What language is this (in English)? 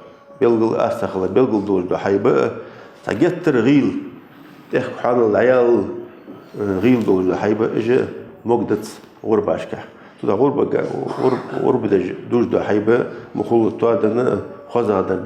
Ingush